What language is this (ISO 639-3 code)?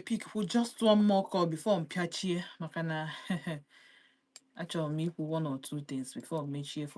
ibo